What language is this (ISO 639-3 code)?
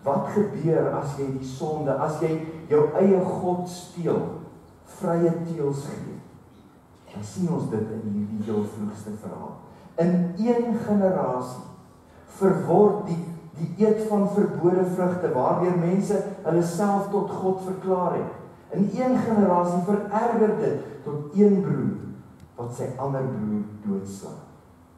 afr